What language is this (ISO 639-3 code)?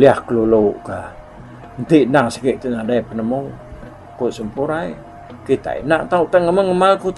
iba